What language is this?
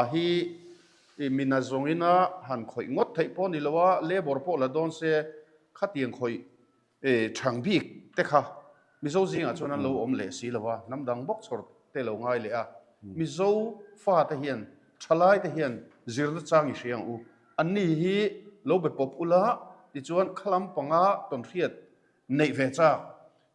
Mizo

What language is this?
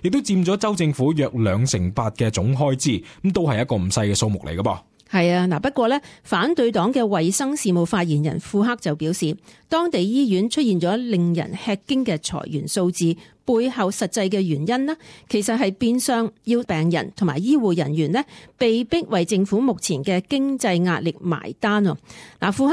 Cantonese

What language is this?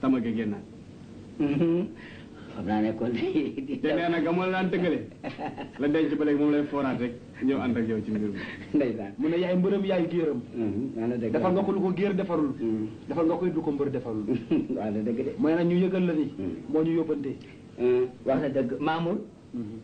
Wolof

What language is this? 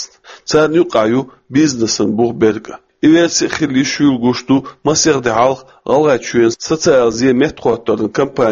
Chechen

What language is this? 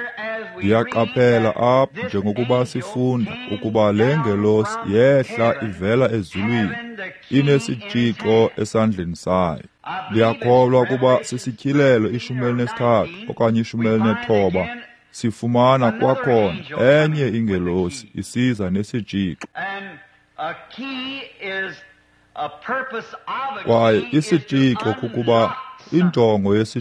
Xhosa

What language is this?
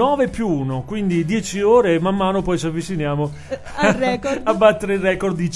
Italian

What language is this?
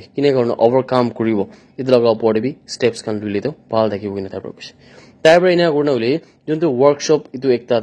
Naga Pidgin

